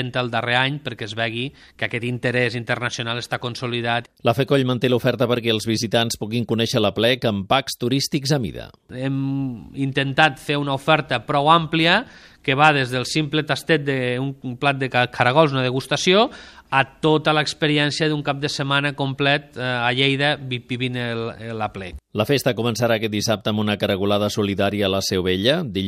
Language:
Catalan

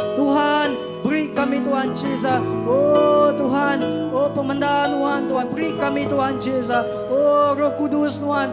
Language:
Iban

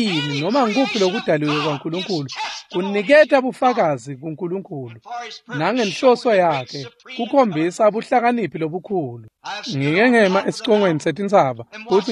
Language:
Swati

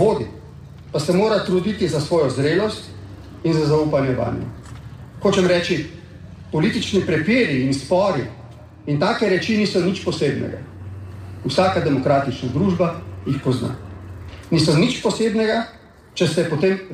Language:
Slovenian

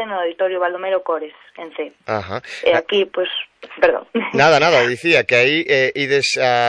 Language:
Galician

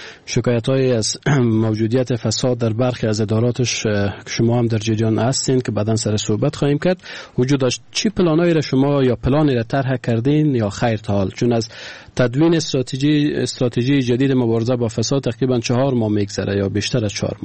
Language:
Persian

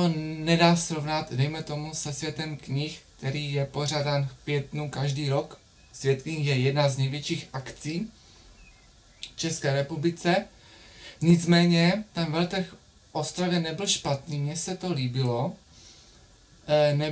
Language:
Czech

